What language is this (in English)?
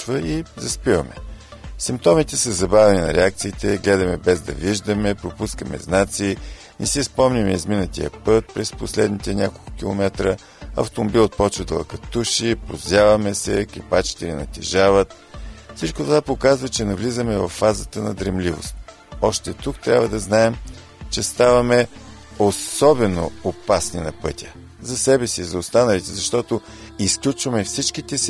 Bulgarian